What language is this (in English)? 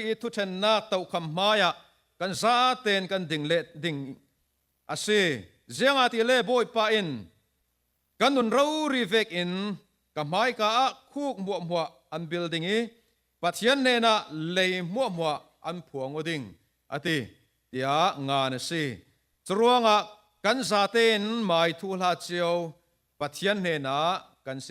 Falam Chin